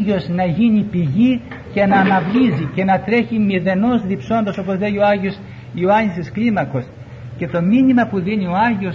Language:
Greek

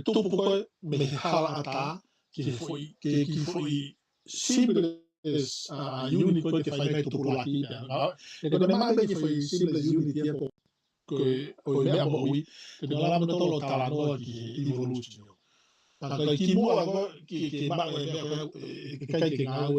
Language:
Tongan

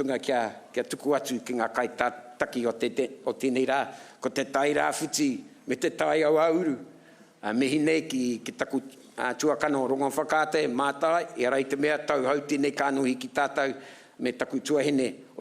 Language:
Māori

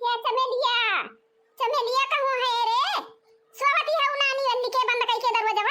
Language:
Awadhi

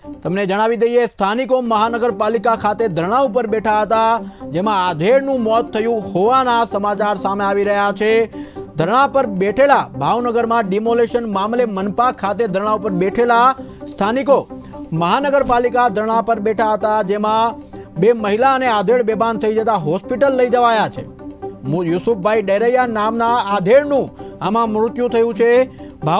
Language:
Gujarati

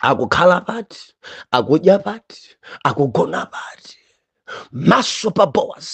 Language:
Nyanja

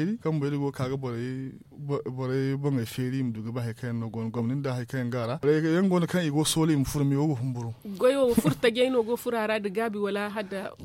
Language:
Zarma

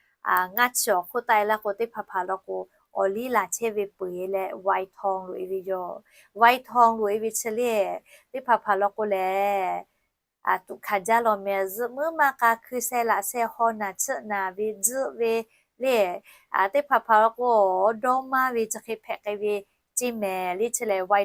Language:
Lahu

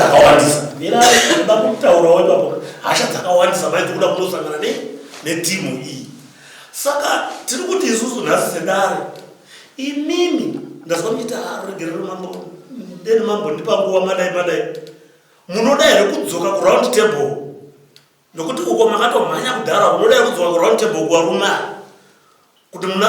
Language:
Shona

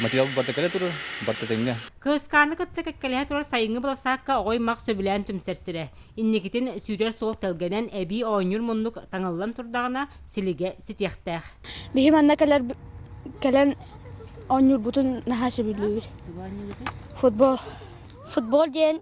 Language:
Yakut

